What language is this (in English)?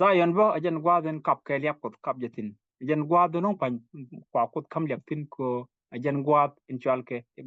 Nuer